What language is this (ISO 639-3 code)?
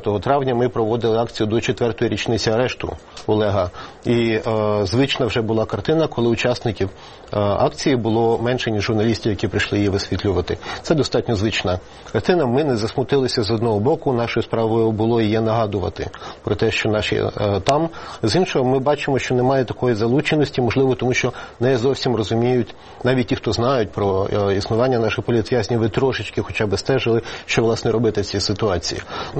ukr